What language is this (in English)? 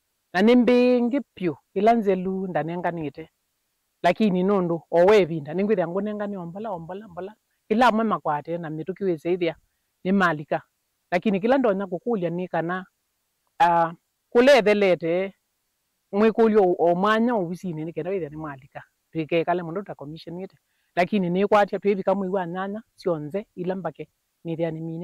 Kamba